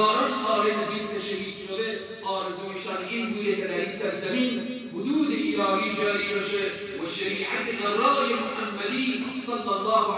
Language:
Persian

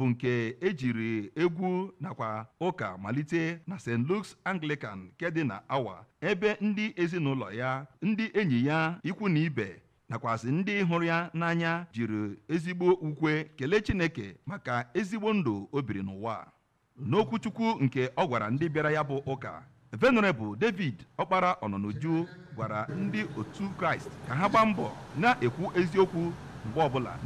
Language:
Igbo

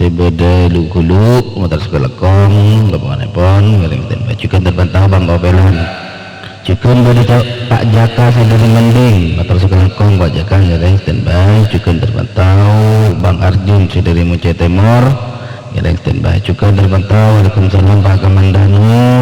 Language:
Madurese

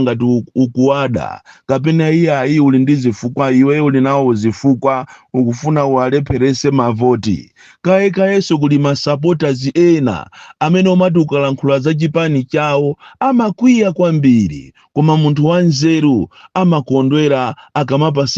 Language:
Nyanja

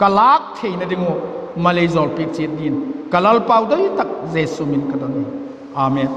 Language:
Vaiphei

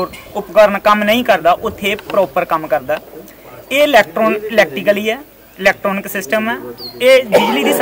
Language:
Punjabi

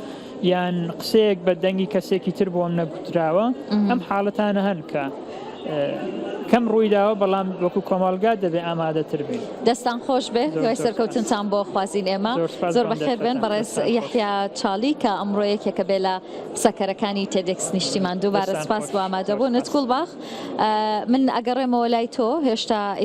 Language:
Central Kurdish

